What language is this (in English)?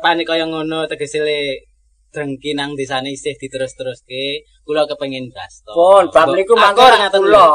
Javanese